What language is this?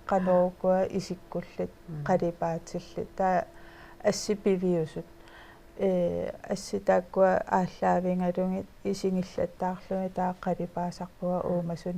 Kalaallisut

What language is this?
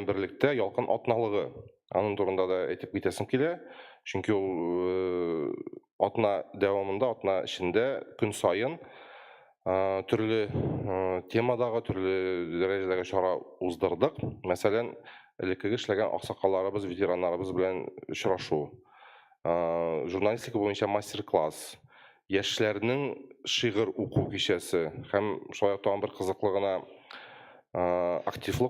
Tatar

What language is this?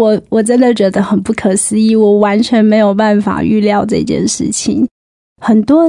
Chinese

